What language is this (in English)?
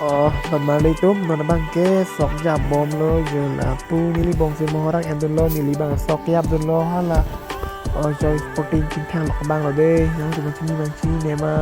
Karbi